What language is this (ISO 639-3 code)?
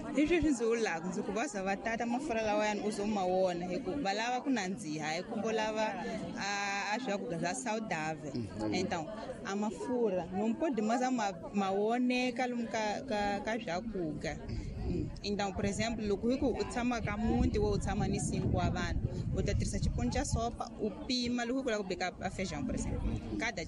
tso